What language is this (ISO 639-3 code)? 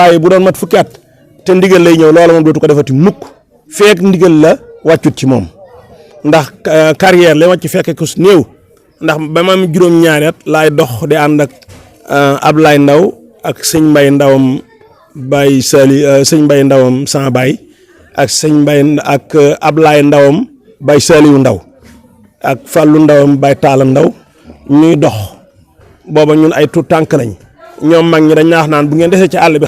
wol